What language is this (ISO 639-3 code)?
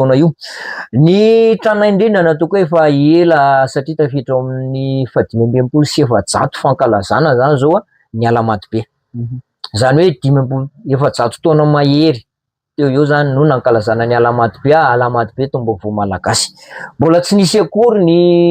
mlg